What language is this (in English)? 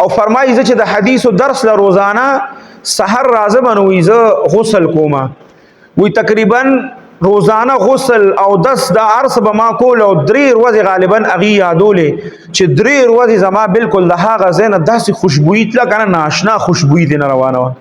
Pashto